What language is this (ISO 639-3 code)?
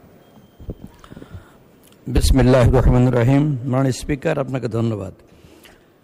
ben